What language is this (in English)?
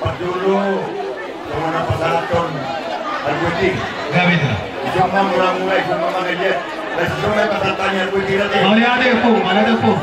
Batak Toba